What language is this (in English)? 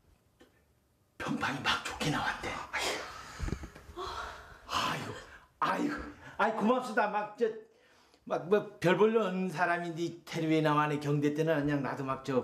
Korean